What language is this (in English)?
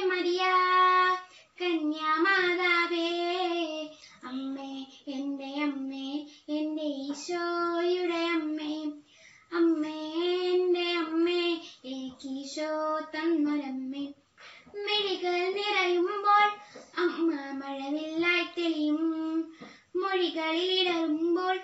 Malayalam